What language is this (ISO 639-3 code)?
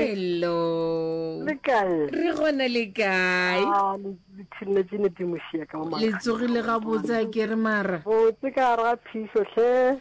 nso